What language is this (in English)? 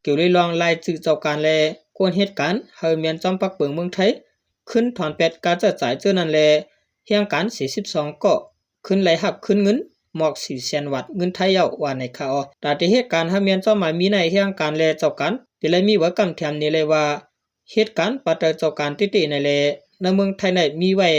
Shan